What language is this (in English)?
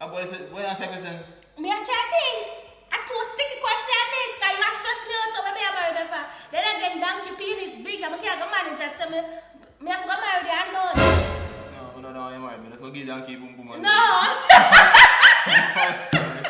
Jamaican Creole English